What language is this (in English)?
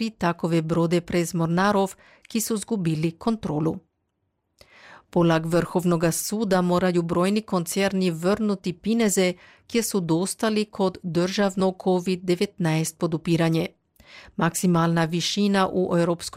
Croatian